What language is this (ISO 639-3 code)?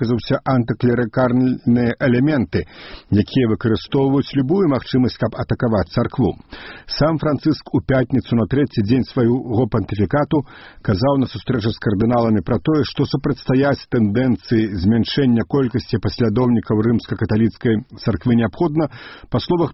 bel